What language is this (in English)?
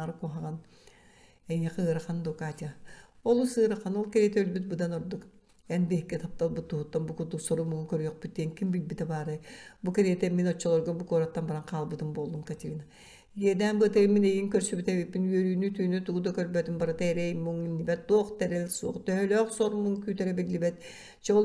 Yakut